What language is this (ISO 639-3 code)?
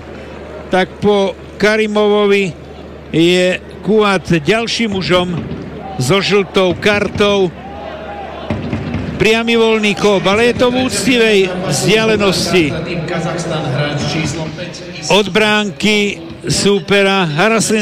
slk